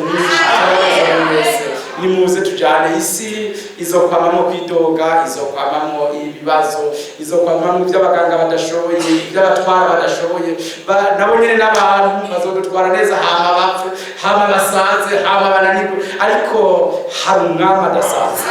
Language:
Rundi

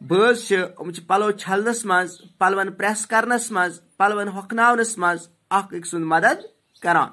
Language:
Kashmiri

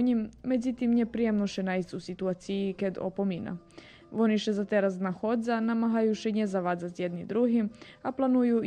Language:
Rusyn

